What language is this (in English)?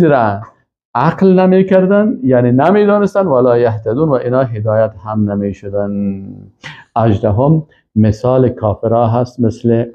Persian